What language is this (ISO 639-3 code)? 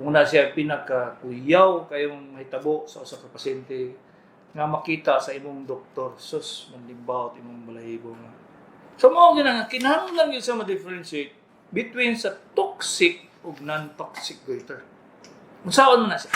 ceb